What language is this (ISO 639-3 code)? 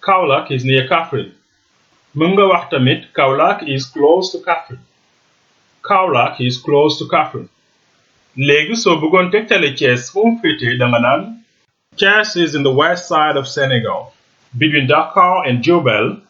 wol